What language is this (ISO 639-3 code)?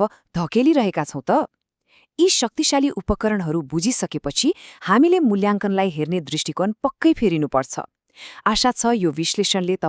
nep